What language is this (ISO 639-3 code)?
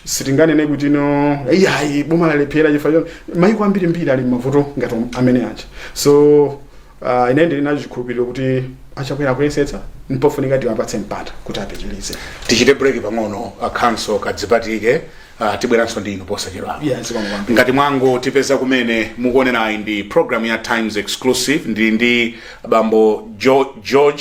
nya